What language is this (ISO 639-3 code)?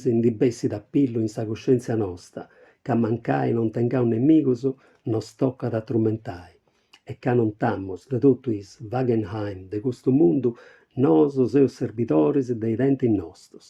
srd